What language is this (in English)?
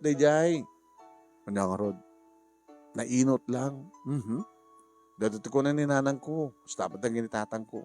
Iloko